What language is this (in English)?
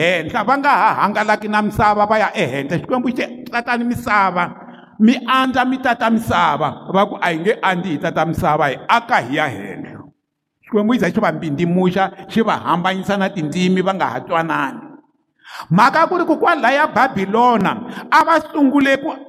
Tsonga